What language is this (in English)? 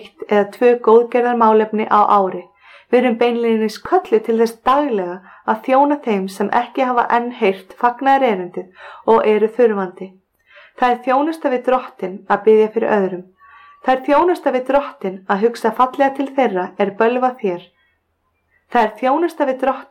Icelandic